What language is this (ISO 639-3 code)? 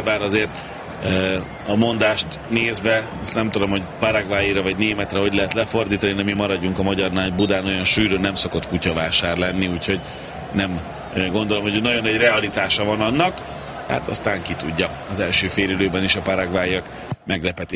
hun